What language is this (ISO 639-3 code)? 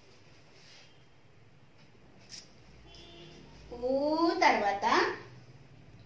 tel